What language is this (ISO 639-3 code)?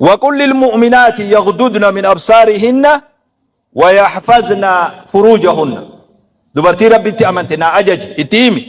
orm